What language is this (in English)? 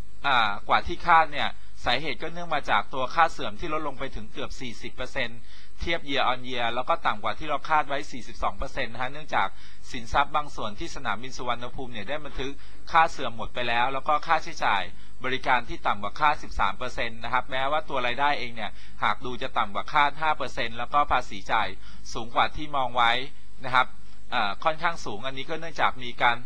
Thai